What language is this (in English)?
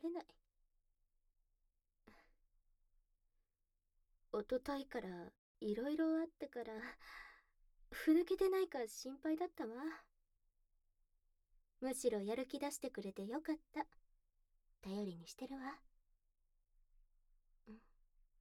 Japanese